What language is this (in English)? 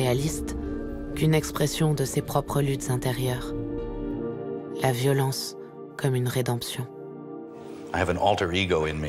French